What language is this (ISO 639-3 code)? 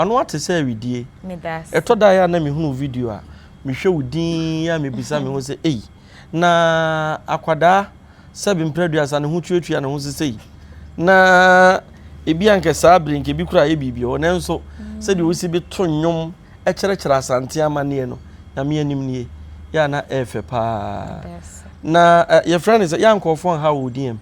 aka